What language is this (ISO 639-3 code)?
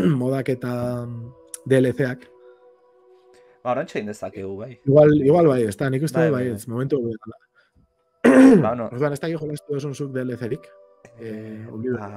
eus